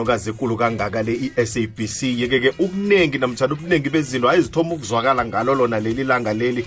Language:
South Ndebele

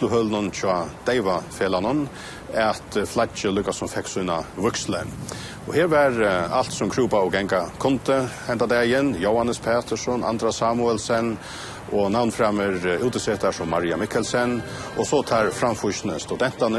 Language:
Faroese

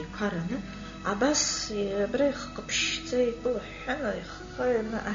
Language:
Abkhazian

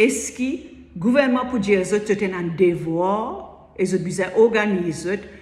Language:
Morisyen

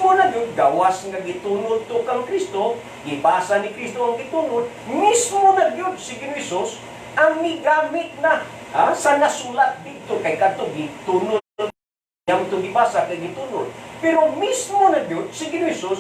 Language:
Cebuano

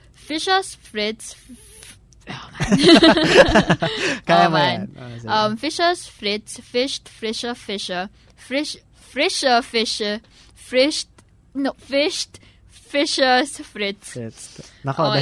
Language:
Filipino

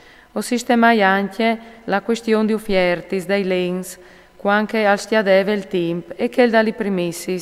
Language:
Friulian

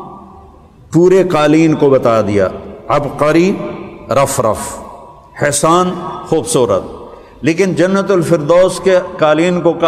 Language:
Urdu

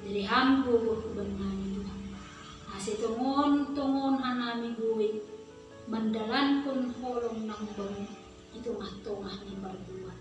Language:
Batak Simalungun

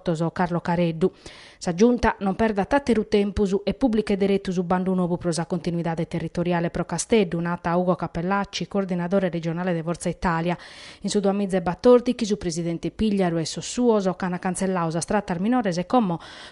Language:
Sardinian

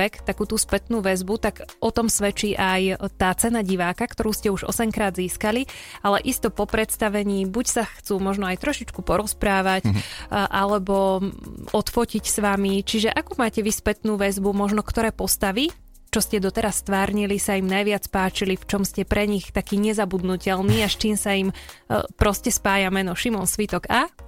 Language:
Slovak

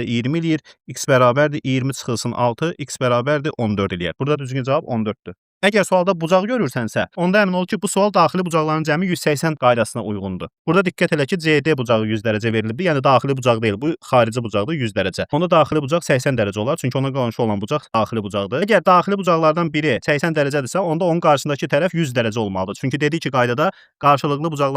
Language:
Azerbaijani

